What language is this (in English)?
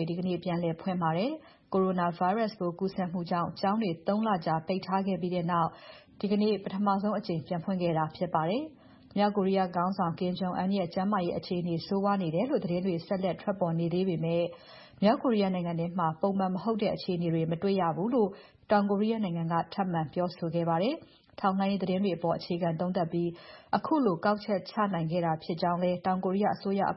Burmese